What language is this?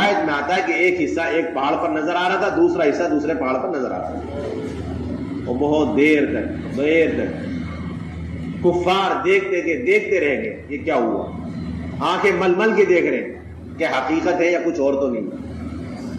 Urdu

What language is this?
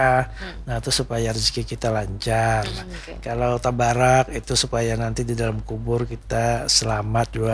Banjar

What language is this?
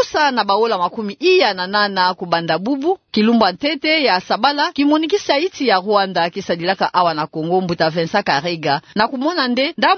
Kituba (Democratic Republic of Congo)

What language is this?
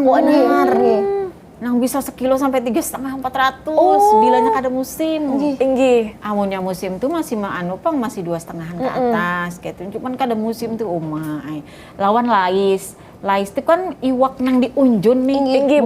Banjar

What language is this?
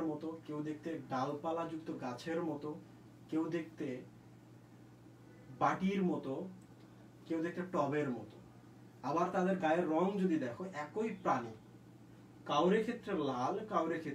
Bangla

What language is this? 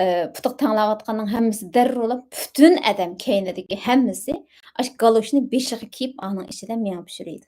Uyghur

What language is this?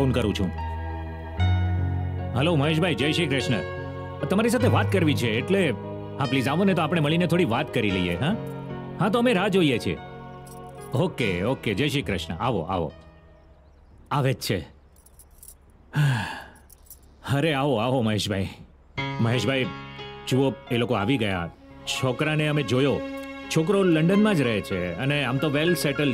Gujarati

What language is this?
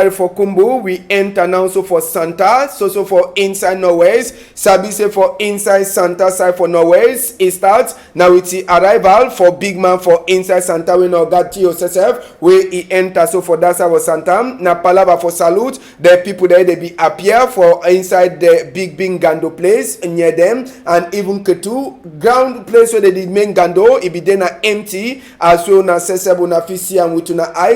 Cameroon Pidgin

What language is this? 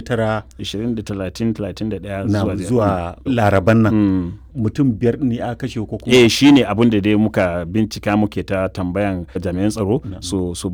Hausa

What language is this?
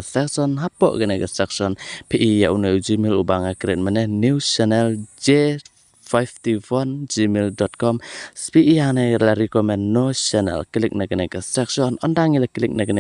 Khasi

